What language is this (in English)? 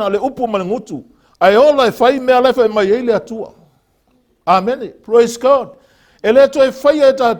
Samoan